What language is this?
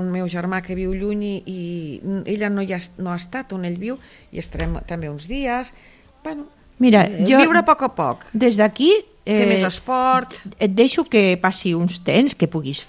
Catalan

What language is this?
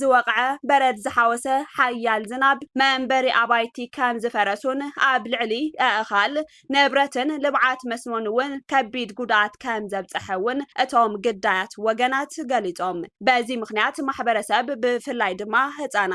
Tigrinya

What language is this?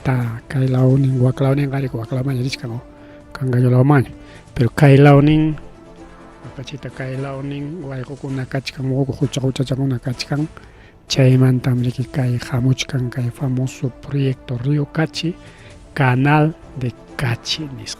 Ayacucho Quechua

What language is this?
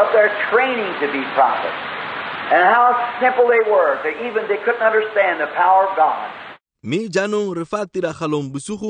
Tswana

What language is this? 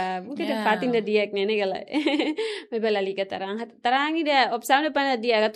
Tetum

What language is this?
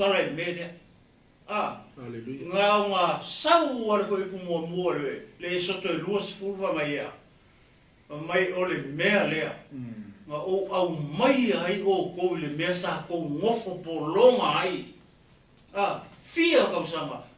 Samoan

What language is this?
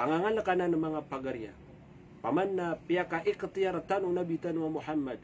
Maranao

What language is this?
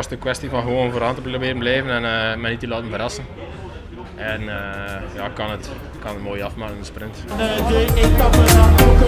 Western Frisian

